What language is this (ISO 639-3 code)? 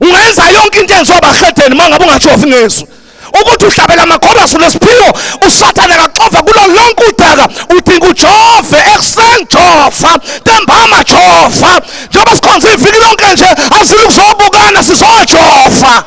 zul